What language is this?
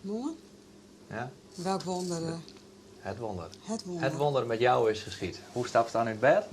Western Frisian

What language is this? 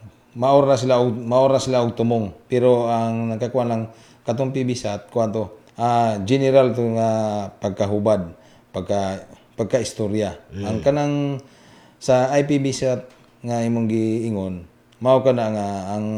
Cebuano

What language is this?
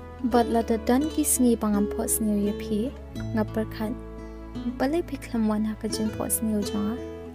Khasi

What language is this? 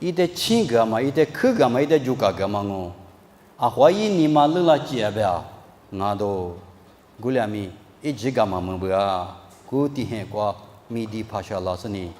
Lisu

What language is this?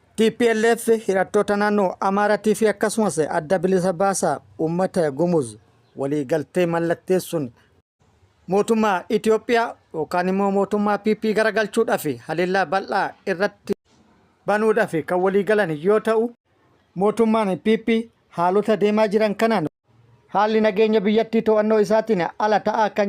Oromo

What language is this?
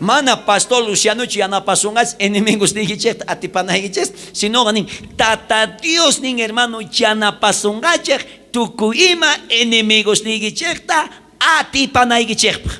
South Bolivian Quechua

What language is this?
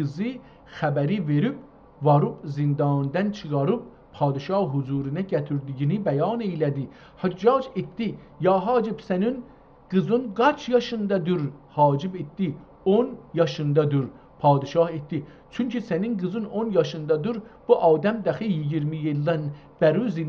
South Azerbaijani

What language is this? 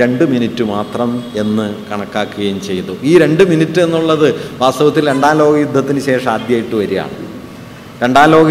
Malayalam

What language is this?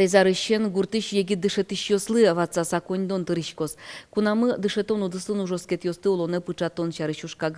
Udmurt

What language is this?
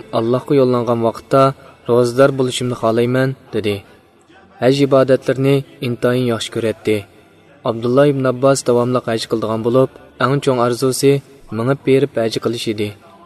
Uyghur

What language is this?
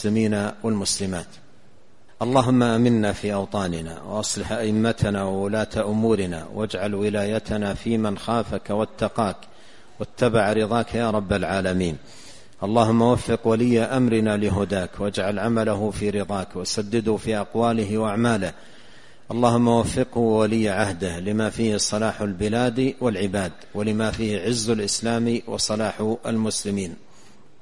Arabic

